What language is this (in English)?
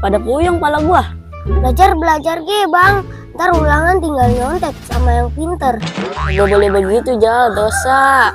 Betawi